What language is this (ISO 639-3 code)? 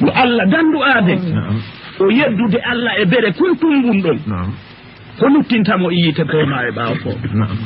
ful